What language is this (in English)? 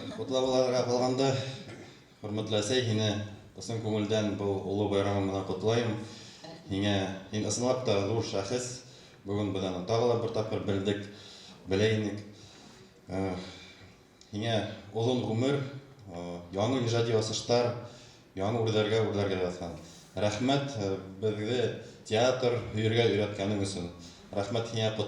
Bashkir